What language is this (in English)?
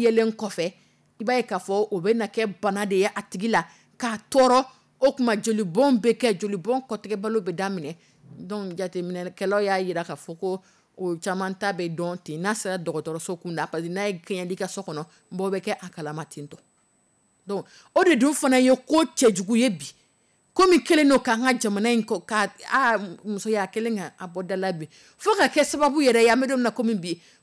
Dyula